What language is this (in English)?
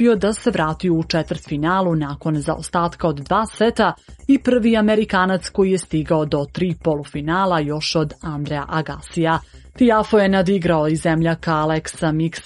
Serbian